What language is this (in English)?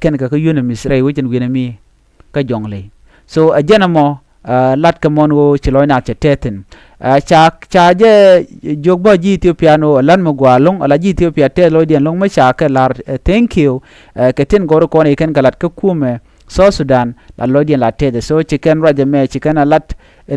Nuer